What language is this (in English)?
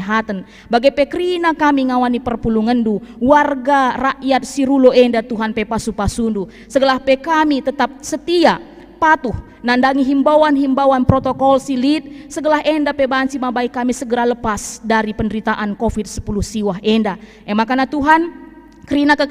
Batak Karo